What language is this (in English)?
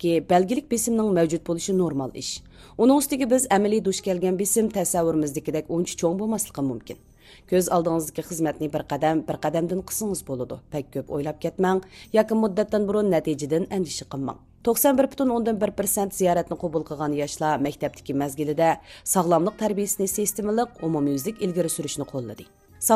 Uyghur